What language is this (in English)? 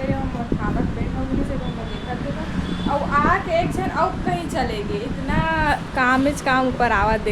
Chhattisgarhi